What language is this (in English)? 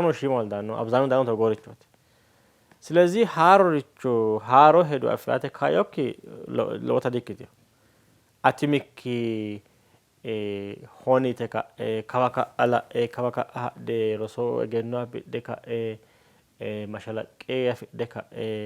Sidamo